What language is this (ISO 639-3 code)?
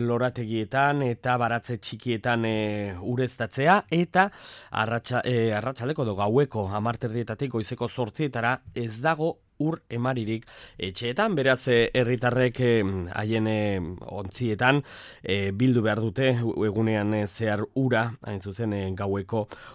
eus